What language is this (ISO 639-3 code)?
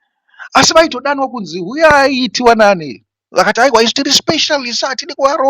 sna